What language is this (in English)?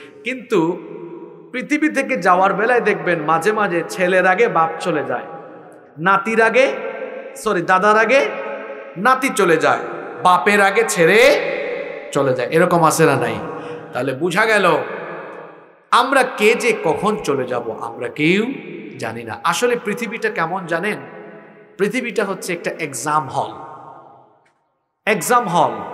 Bangla